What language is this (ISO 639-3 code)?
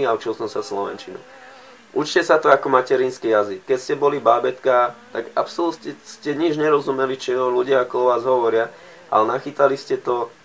slk